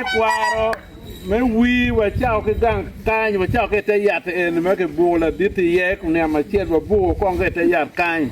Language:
Acoli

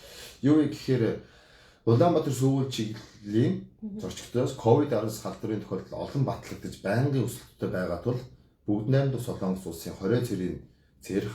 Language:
Mongolian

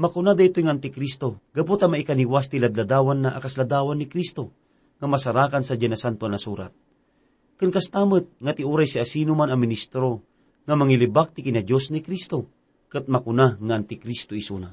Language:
Iloko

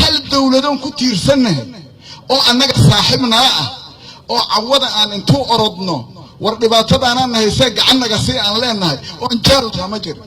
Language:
Somali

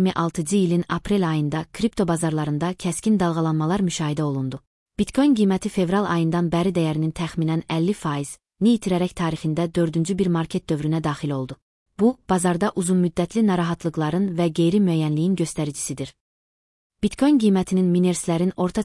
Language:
Azerbaijani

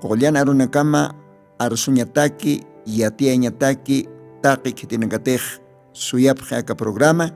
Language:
Aymara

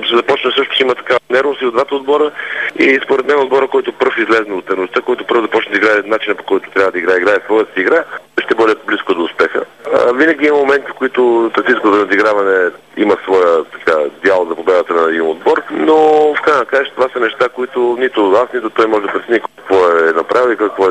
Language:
Bulgarian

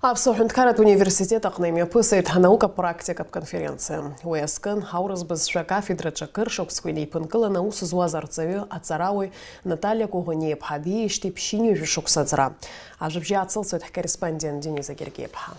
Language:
Abkhazian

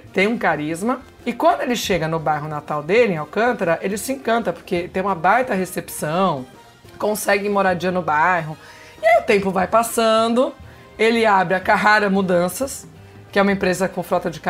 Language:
Portuguese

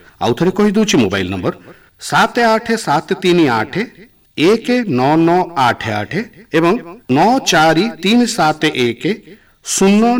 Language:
Odia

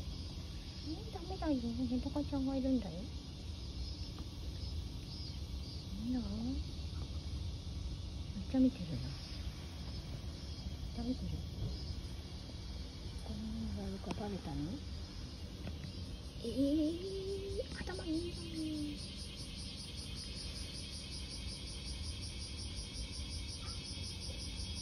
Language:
Japanese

